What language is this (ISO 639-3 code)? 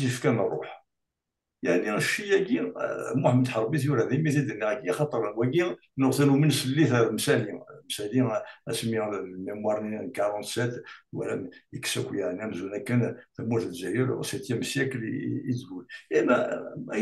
kab